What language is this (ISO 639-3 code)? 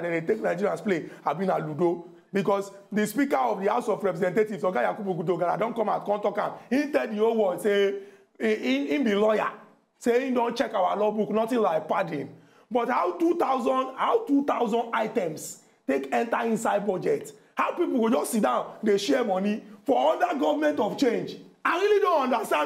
pcm